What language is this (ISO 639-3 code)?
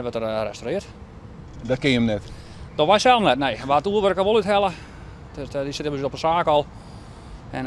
fry